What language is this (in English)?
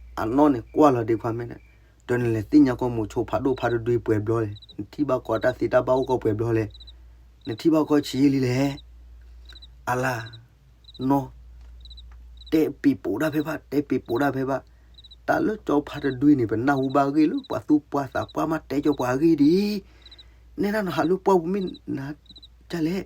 S'gaw Karen